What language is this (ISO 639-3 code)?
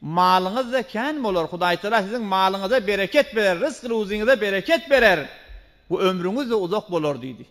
tuk